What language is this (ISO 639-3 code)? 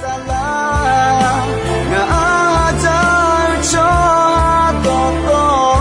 ahk